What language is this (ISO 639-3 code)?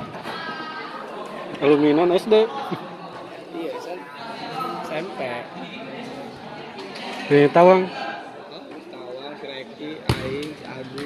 ind